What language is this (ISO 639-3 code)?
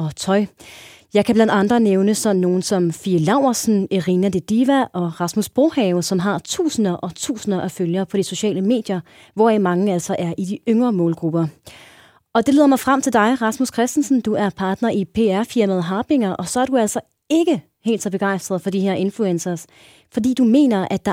dan